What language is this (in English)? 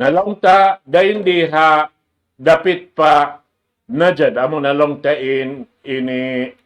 Tausug